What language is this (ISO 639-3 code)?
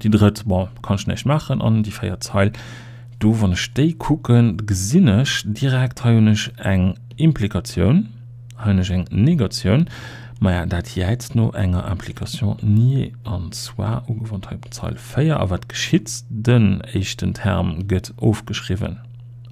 ltz